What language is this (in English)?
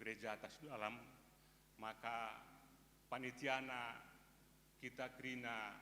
Batak Karo